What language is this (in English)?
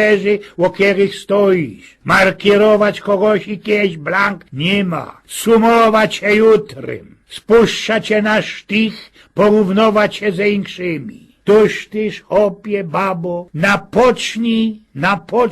Silesian